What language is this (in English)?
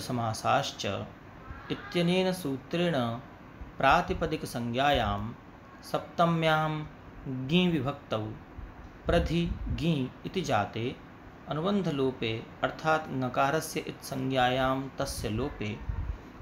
Sanskrit